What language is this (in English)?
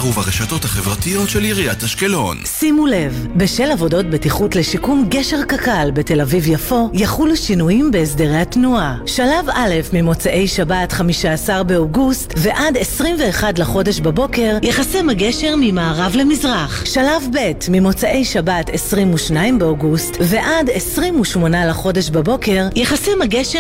Hebrew